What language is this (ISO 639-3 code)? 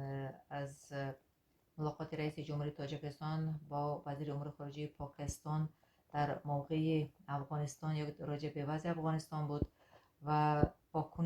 fas